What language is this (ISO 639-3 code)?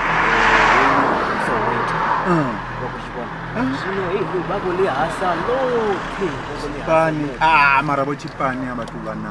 ven